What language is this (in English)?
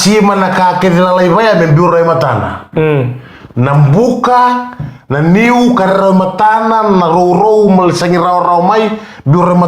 Fijian